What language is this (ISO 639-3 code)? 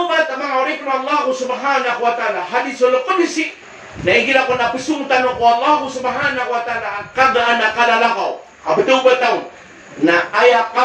mrw